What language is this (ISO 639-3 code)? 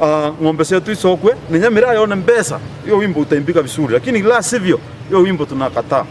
mer